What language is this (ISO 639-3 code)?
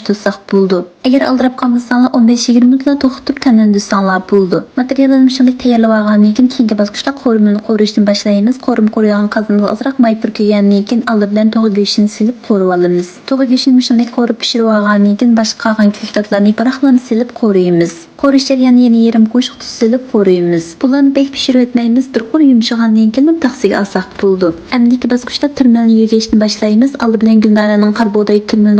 uig